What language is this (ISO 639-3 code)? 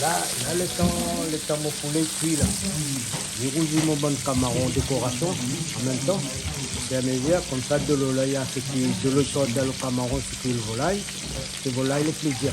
rcf